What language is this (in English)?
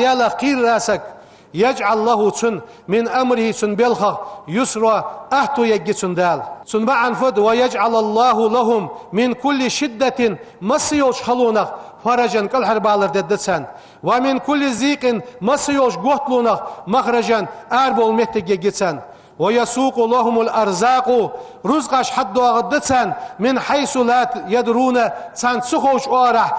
Ingush